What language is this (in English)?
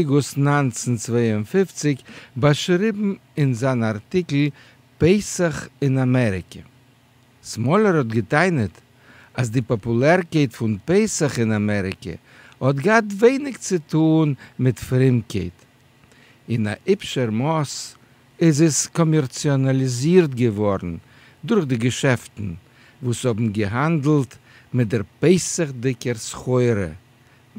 Yiddish